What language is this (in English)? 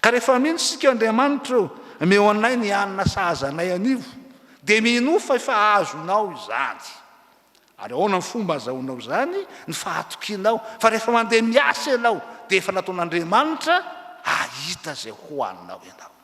Malagasy